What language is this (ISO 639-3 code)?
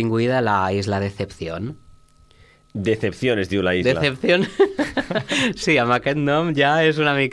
cat